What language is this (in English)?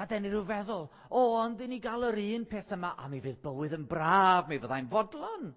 Welsh